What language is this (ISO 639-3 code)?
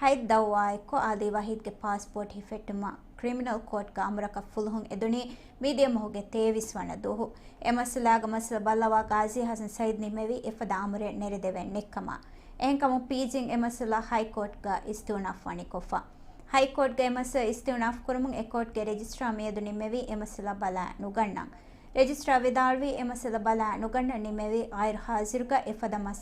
div